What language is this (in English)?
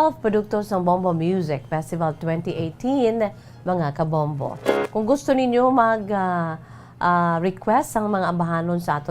Hiligaynon